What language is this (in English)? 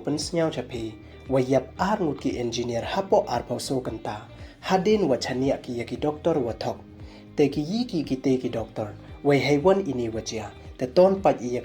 Pnar